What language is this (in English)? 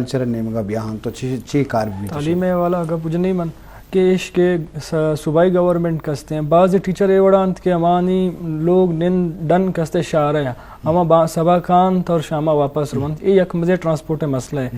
Eastern Balochi